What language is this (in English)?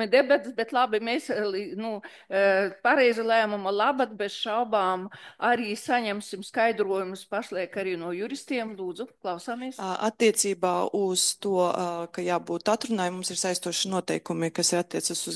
Latvian